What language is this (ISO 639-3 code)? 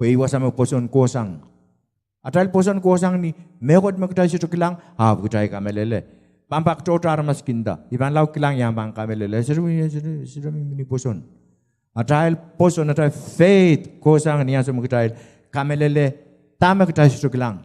pon